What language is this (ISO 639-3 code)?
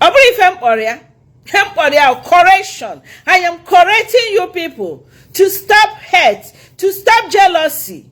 ibo